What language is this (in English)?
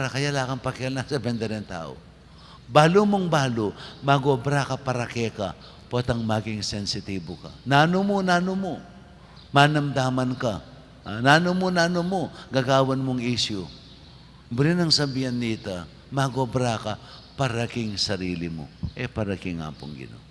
Pampanga